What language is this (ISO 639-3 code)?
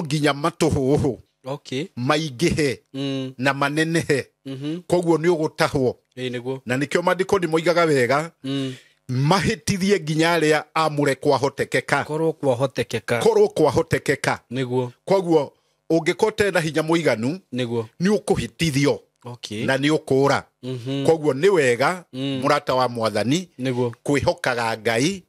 kik